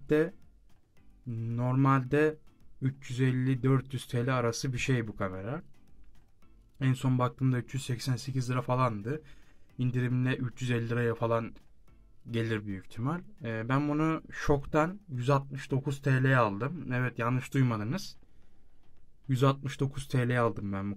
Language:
Turkish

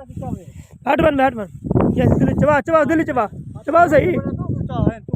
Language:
Saraiki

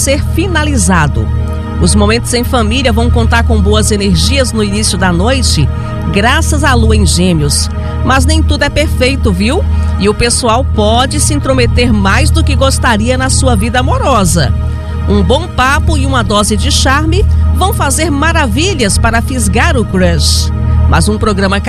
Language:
Portuguese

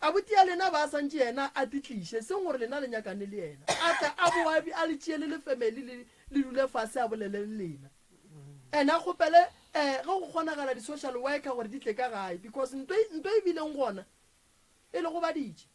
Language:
Northern Sotho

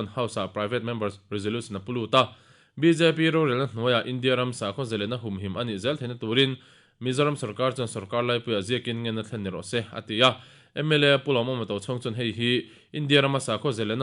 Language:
Mizo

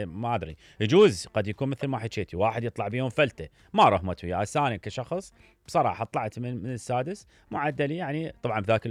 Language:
Mesopotamian Arabic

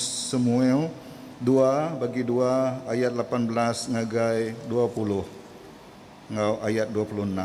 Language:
Iban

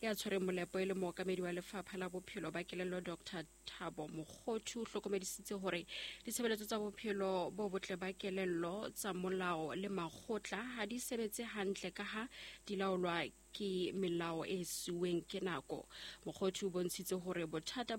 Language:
Southern Sotho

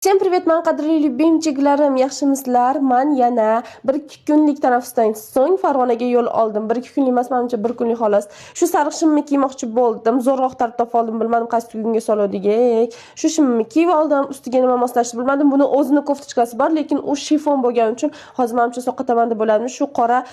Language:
Uzbek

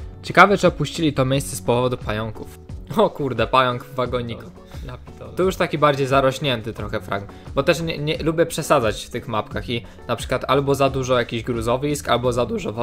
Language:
Polish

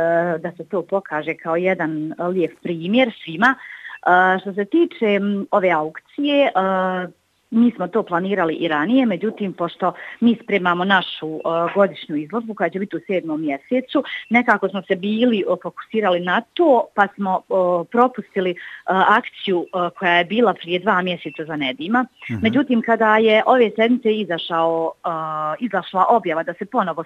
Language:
Bosnian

